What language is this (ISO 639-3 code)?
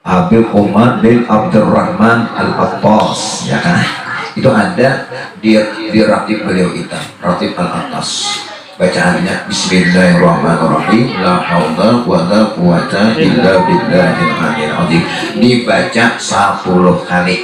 bjn